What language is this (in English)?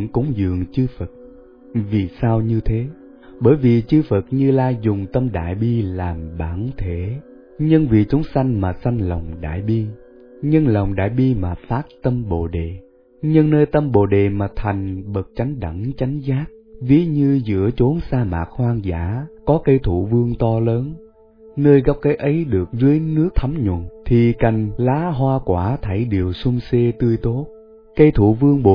Vietnamese